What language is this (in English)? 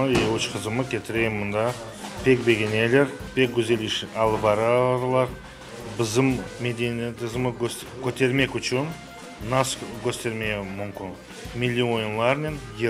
Crimean Tatar